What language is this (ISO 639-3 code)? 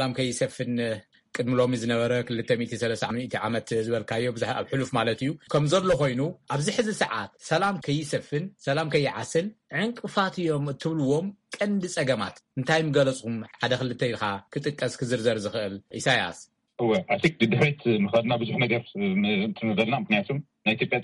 tir